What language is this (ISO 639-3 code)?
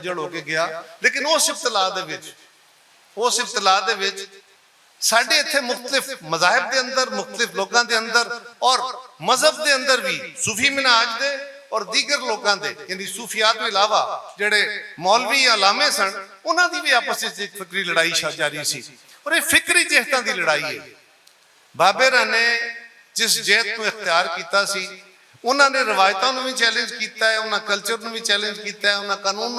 lah